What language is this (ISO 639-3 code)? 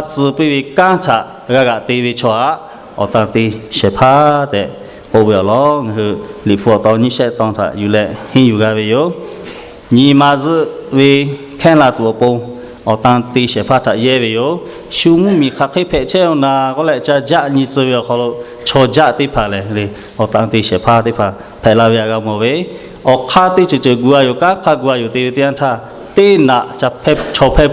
lhu